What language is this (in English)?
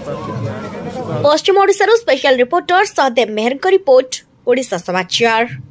Odia